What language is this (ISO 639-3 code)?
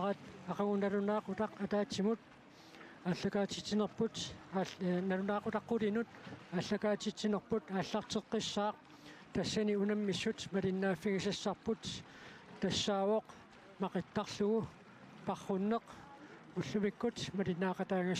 kal